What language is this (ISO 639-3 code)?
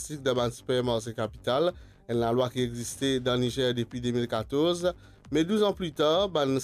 mfe